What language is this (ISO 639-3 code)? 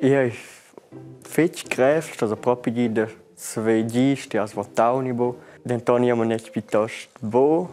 roh